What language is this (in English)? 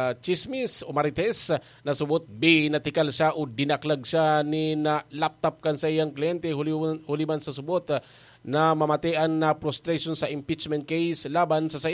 Bikol